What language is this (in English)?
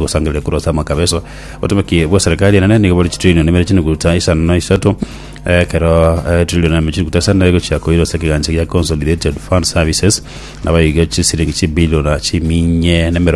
Gusii